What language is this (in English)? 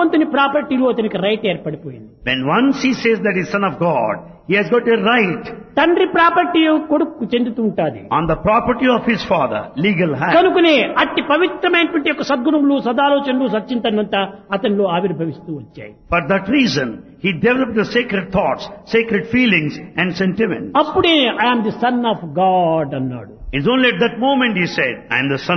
Telugu